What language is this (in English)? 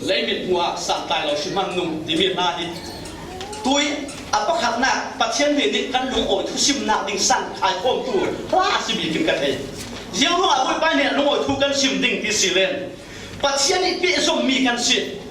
Falam Chin